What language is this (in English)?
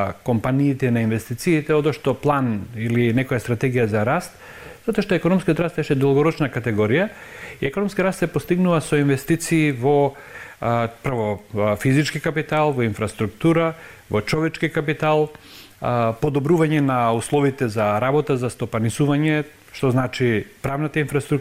Macedonian